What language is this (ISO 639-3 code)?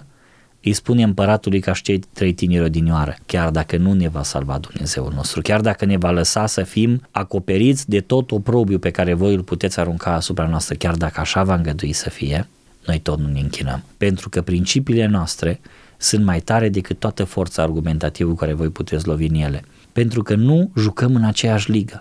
ron